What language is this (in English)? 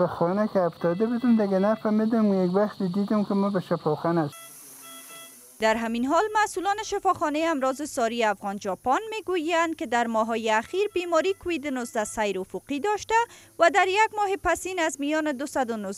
Persian